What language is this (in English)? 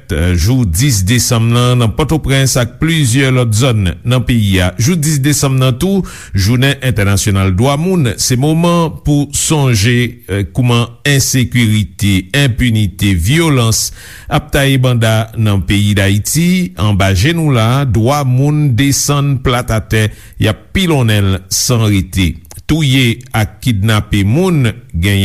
Haitian Creole